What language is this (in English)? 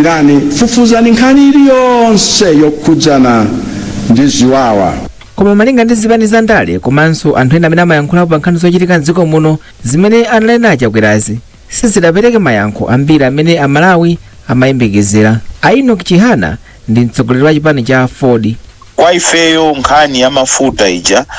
Nyanja